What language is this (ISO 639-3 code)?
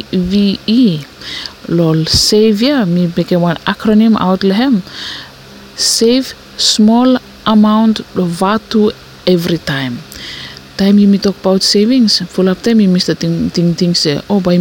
bis